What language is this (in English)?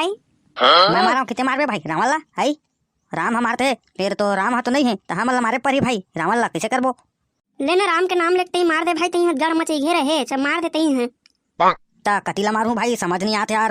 Chhattisgarhi